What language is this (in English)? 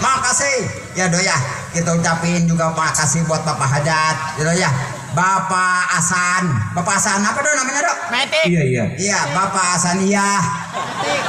Betawi